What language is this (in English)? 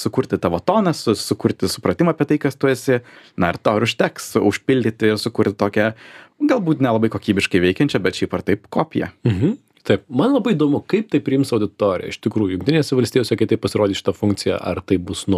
Lithuanian